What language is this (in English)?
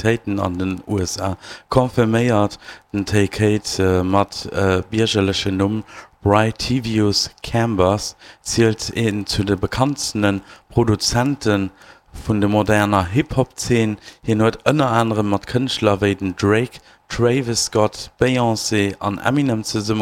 Luxembourgish